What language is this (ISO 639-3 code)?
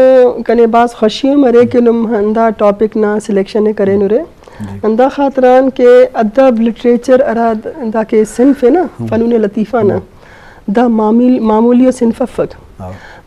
bgp